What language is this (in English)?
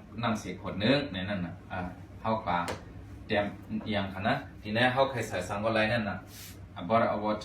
Shan